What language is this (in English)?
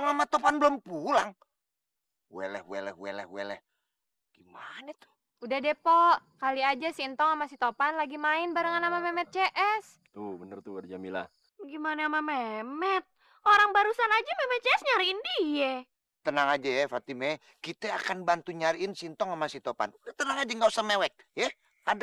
Betawi